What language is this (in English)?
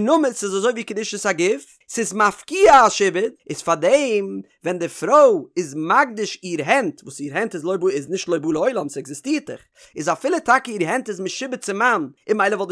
Yiddish